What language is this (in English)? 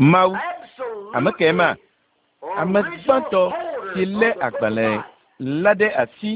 Ewe